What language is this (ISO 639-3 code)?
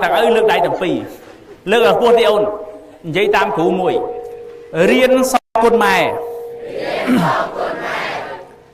khm